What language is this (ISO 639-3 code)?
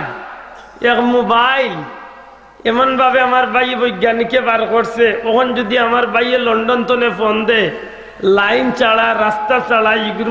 syl